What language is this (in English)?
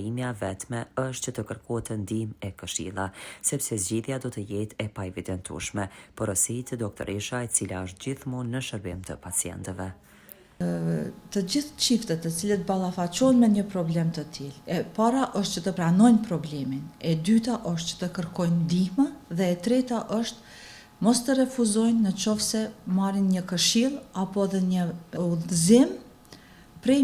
Albanian